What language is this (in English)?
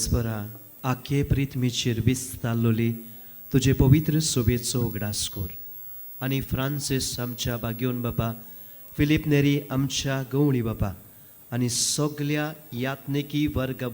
Konkani